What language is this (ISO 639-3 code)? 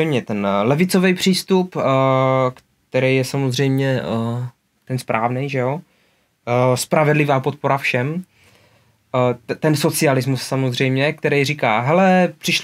ces